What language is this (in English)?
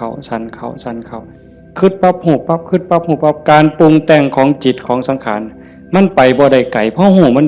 Northeastern Thai